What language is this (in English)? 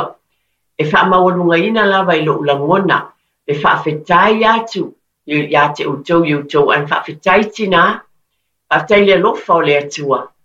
Samoan